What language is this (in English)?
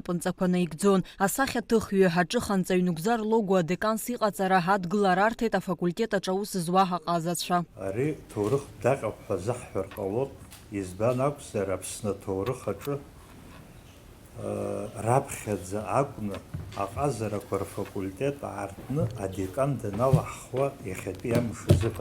Abkhazian